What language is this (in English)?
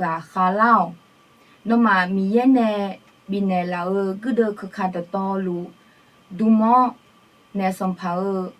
Akha